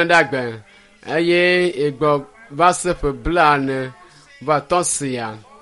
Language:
Ewe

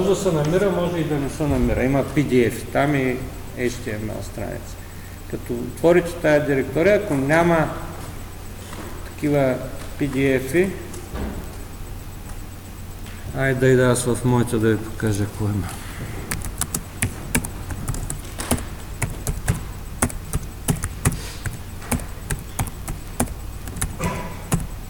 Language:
Bulgarian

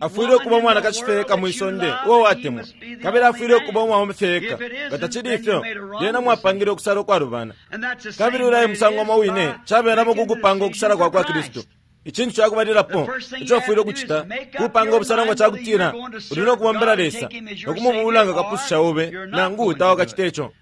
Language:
Bemba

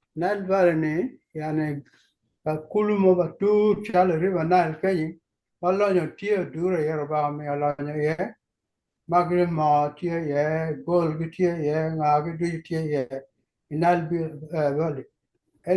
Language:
Acoli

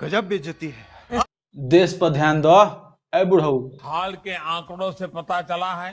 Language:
Bhojpuri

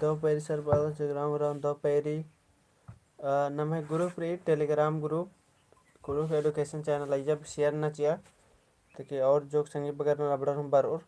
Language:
Kurukh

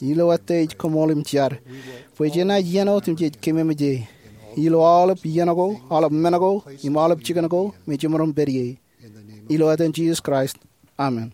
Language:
Marshallese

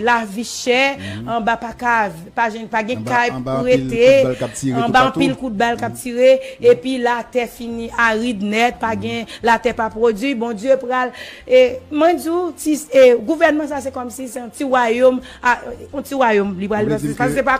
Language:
Haitian Creole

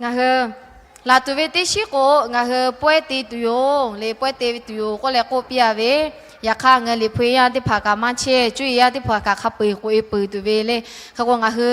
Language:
Lahu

